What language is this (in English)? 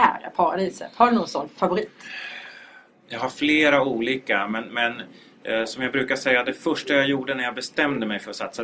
Swedish